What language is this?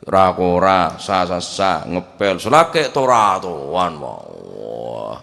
Madurese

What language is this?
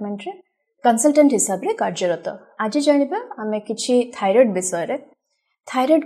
Odia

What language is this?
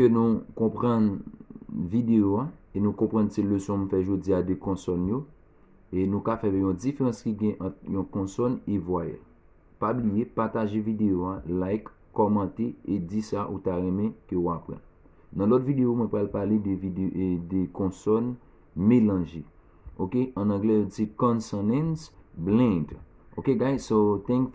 Haitian Creole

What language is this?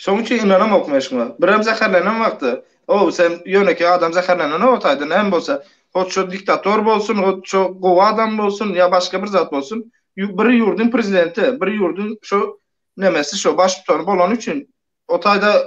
Turkmen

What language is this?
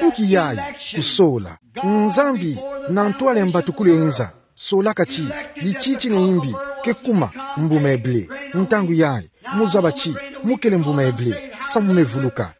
Kituba (Democratic Republic of Congo)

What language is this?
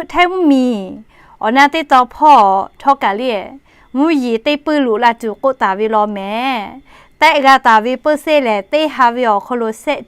Lahu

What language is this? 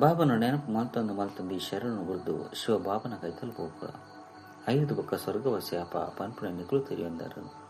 Tulu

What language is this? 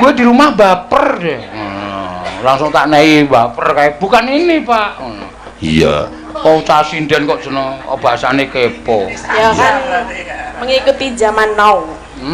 Javanese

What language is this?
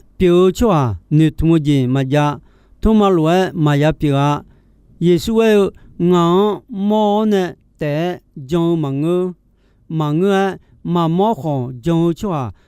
Akha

